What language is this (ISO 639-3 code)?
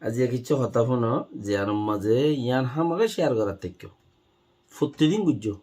rhg